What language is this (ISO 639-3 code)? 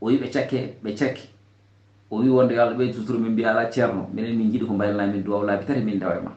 ful